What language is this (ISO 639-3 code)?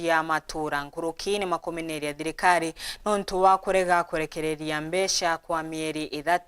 mer